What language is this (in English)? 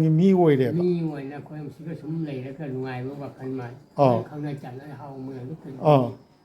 Manipuri